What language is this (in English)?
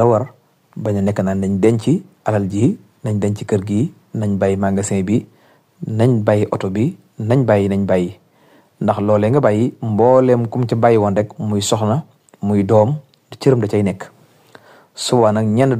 Wolof